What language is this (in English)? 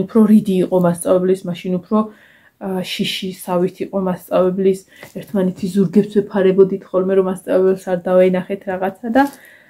Georgian